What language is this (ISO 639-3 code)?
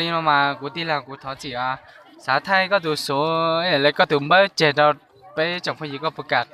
hmn